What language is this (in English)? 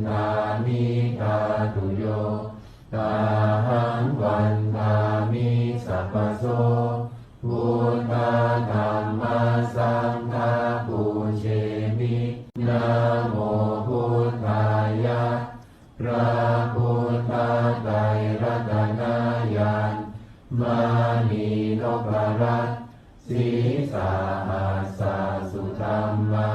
Pali